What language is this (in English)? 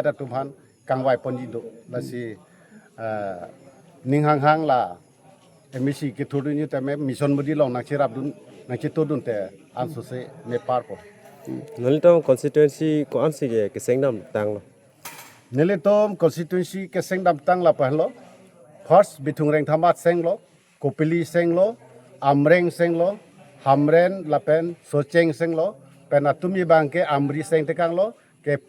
Karbi